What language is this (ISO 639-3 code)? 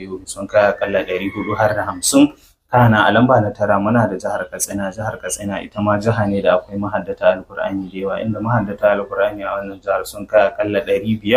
hau